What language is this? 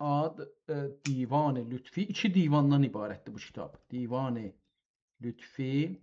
South Azerbaijani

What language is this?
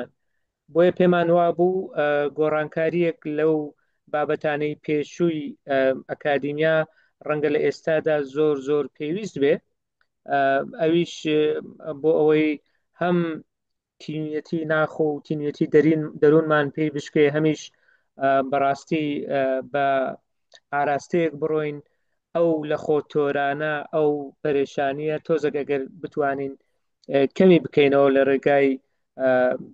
Central Kurdish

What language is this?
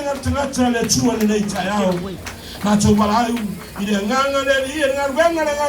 Samoan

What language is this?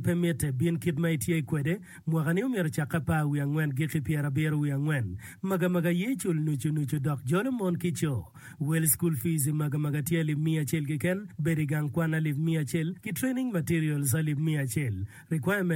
Acoli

